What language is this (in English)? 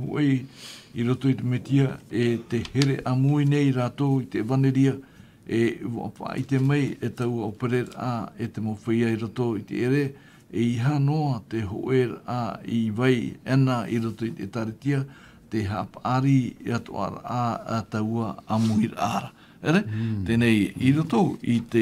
Tahitian